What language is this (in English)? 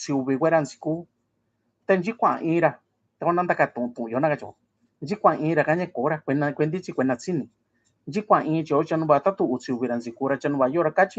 Mixtepec Mixtec